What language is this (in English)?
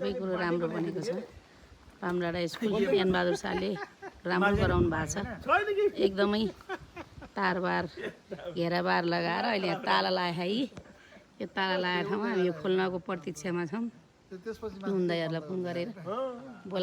Nepali